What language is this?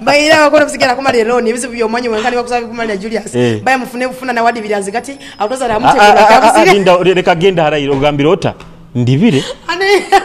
Nyoro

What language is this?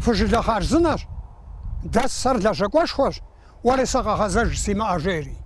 Kabardian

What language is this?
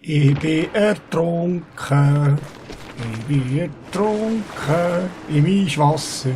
Swiss German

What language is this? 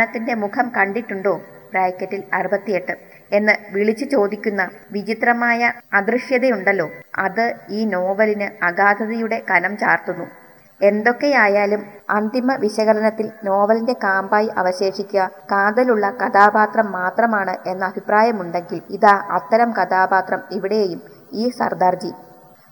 Malayalam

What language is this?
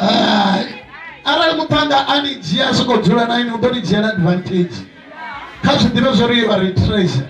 Venda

